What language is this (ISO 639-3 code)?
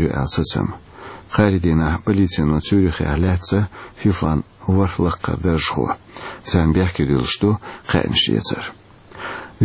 che